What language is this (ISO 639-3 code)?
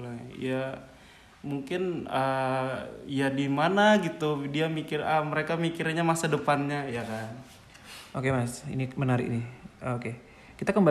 ind